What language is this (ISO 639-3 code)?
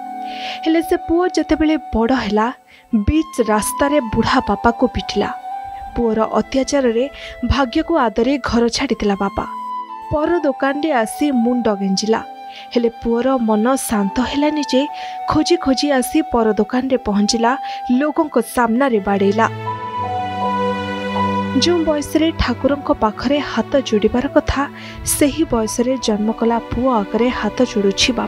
ori